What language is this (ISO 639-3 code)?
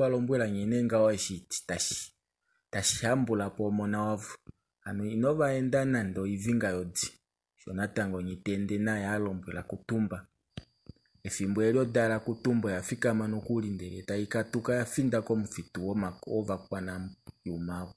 kua